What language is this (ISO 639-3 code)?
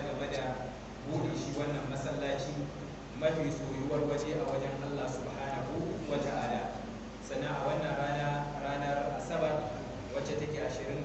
hau